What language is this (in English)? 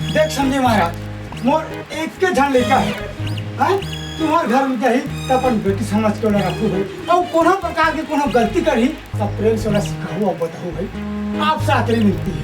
Chhattisgarhi